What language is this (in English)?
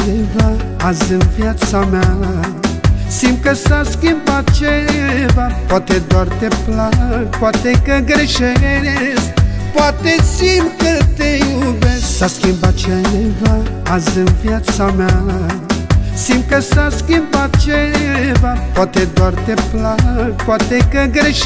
Romanian